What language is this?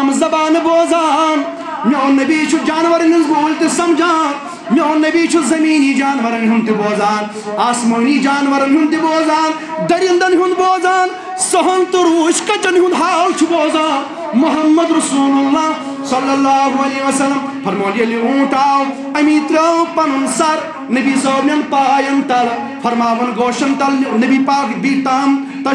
Kashmiri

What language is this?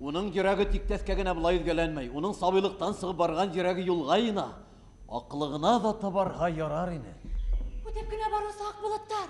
Bashkir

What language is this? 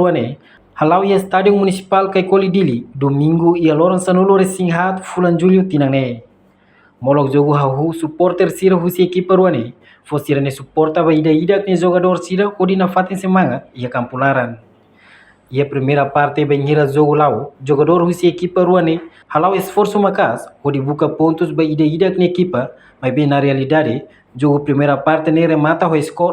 Tetum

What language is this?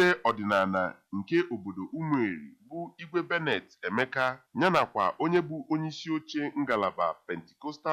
Igbo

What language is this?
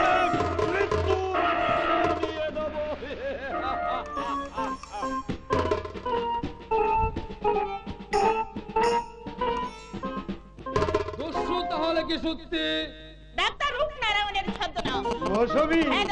Bangla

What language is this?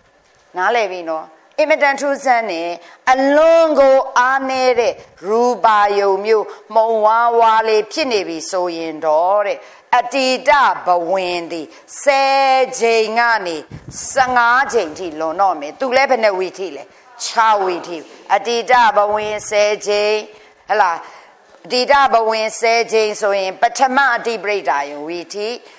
Burmese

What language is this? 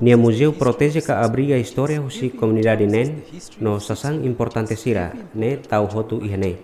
Tetum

